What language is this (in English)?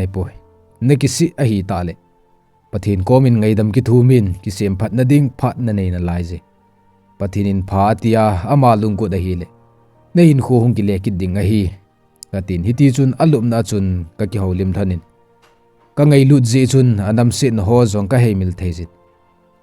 Thado Chin